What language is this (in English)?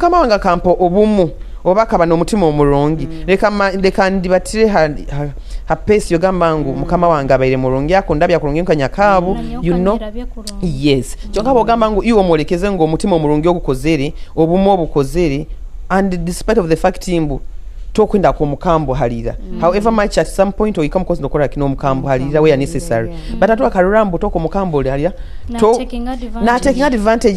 Nyoro